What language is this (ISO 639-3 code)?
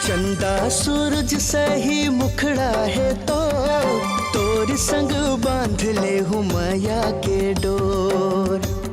hne